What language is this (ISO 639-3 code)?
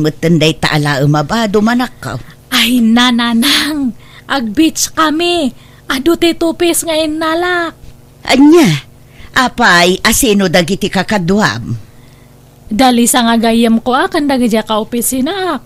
ilo